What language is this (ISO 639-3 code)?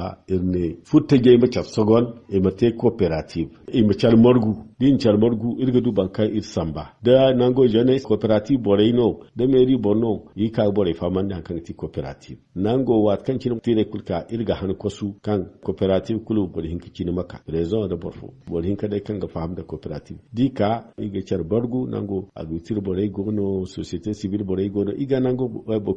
dje